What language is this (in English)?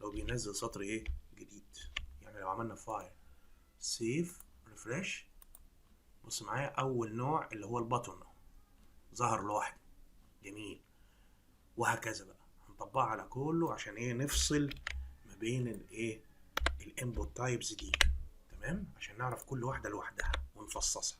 Egyptian Arabic